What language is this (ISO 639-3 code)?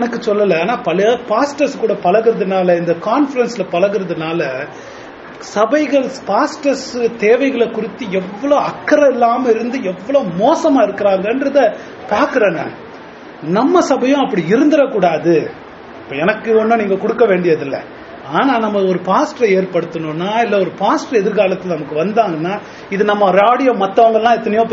tam